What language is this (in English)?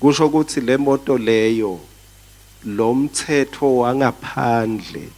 Swati